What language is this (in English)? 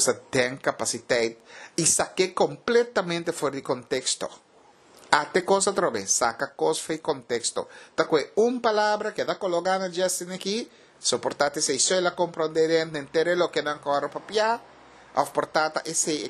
Papiamento